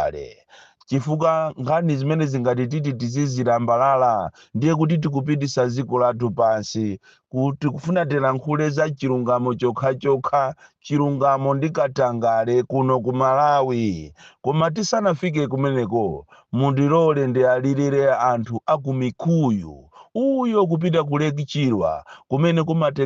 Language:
Nyanja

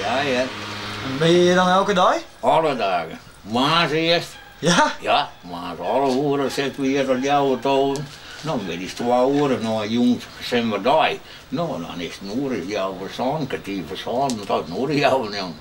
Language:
Western Frisian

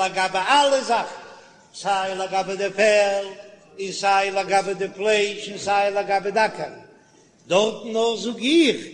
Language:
Yiddish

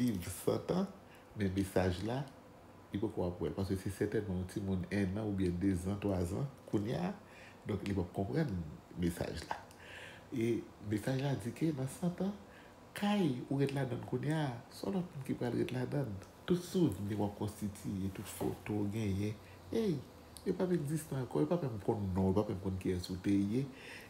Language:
Haitian Creole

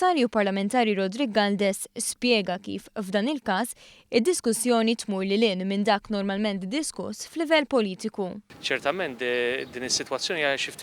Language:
Maltese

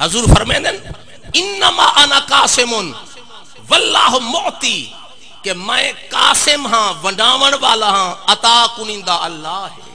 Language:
Saraiki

